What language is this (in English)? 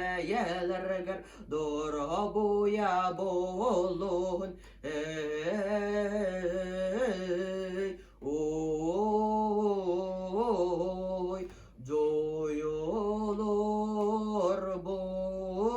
Yakut